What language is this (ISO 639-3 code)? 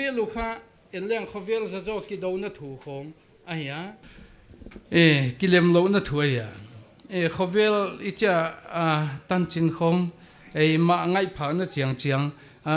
pck